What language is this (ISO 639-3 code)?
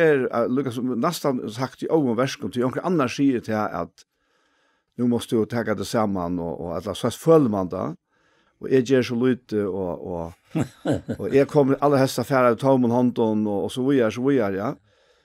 fao